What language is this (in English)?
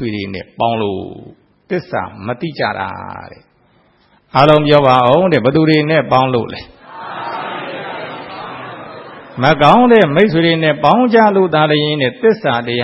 Burmese